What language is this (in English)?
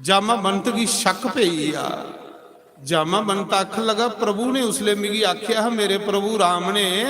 Dogri